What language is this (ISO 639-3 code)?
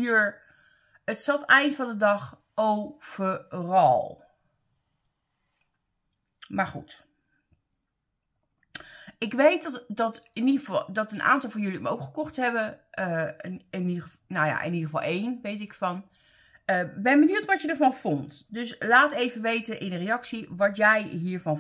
nld